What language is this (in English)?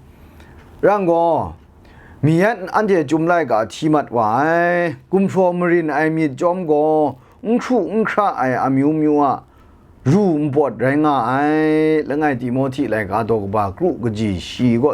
Kachin